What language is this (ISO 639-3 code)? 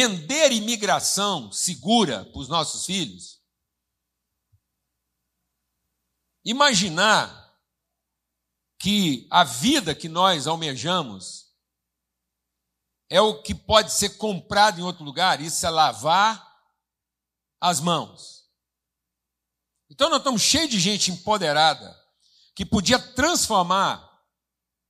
por